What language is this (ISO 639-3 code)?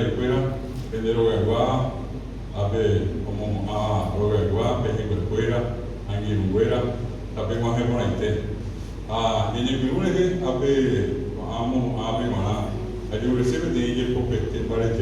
grn